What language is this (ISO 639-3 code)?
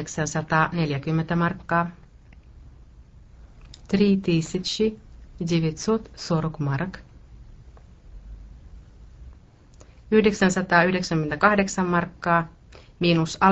fin